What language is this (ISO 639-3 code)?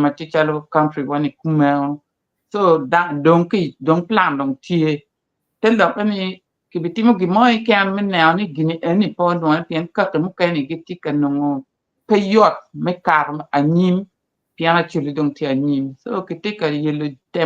ach